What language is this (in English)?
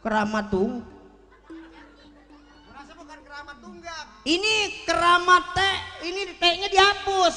Betawi